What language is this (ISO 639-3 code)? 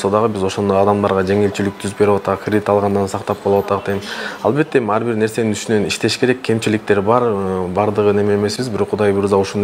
kir